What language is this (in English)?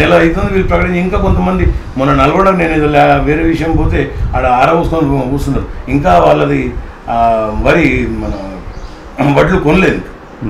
Telugu